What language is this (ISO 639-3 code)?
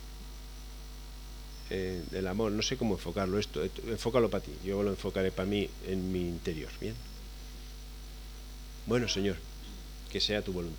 spa